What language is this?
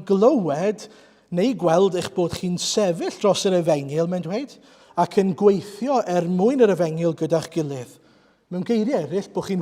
Welsh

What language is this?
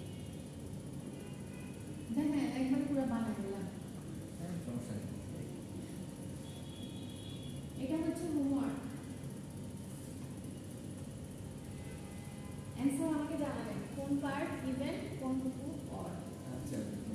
Bangla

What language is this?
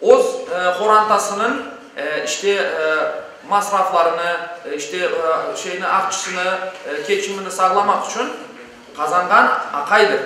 Crimean Tatar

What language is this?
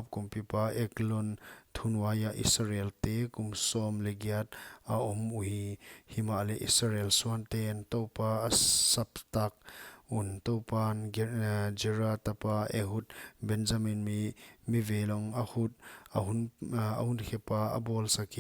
Paite Chin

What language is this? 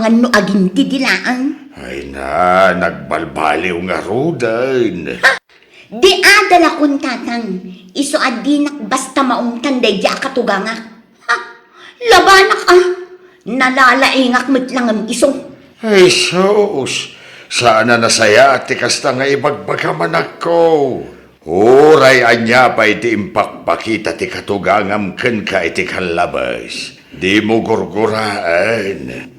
Iloko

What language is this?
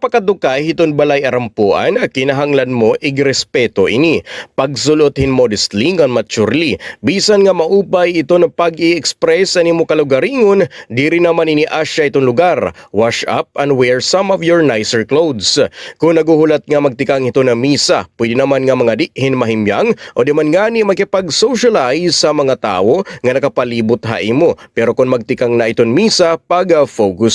Waray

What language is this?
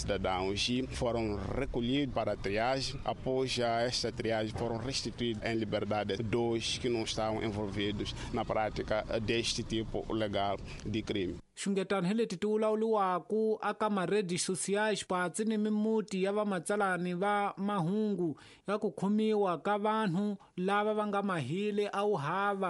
Tsonga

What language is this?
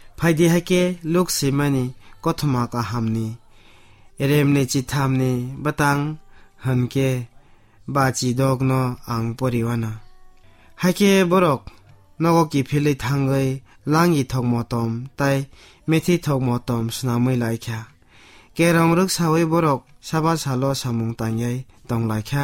Kok Borok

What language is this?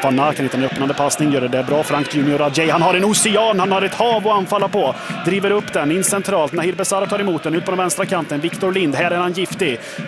Swedish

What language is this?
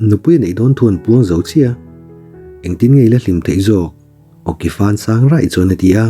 Mizo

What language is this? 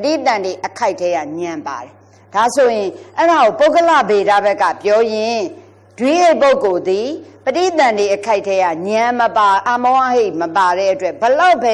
Burmese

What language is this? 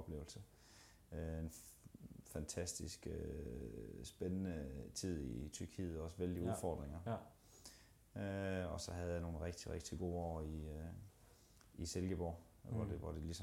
Danish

